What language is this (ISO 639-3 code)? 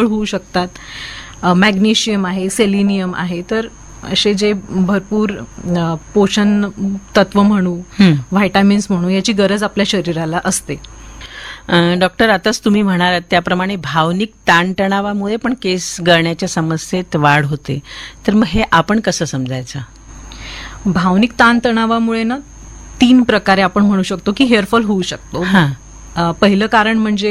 mar